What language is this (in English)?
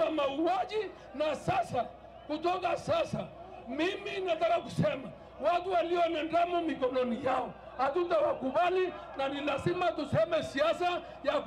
Meru